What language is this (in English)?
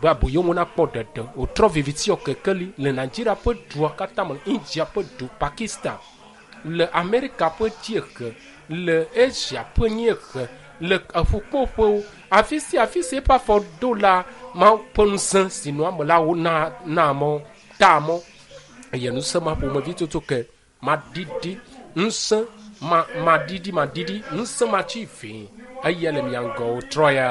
Ewe